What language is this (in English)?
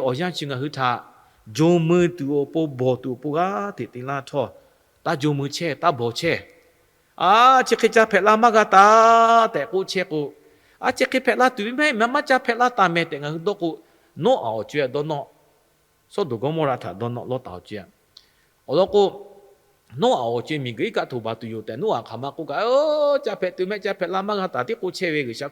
Lahu